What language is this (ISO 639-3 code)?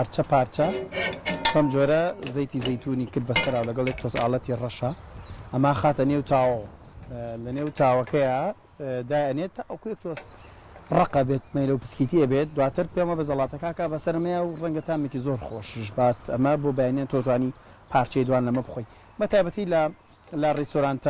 ckb